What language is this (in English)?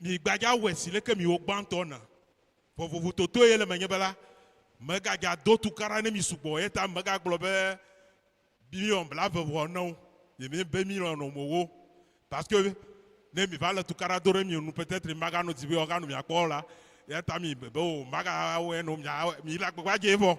Ewe